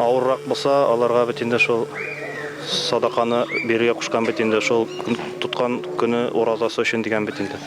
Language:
Bashkir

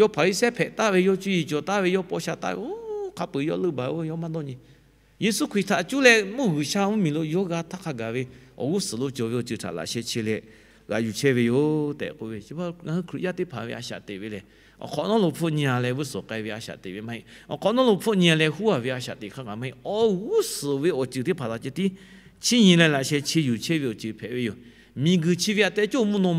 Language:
Lahu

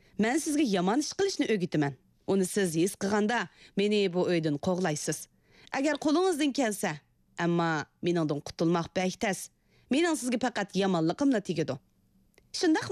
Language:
Uyghur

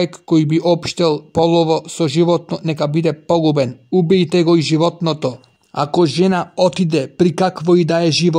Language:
Macedonian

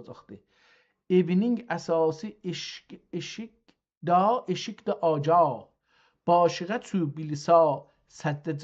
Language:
South Azerbaijani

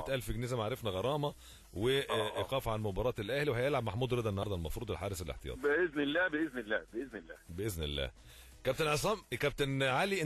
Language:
Egyptian Arabic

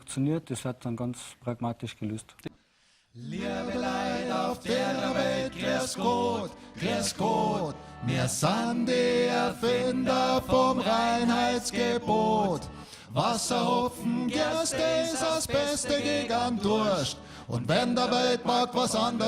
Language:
Bavarian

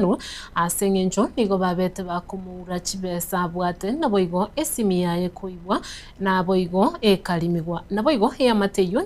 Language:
Gusii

